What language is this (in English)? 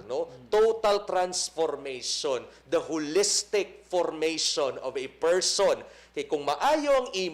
Hiligaynon